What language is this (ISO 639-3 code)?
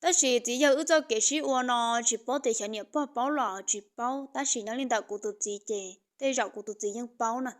hmn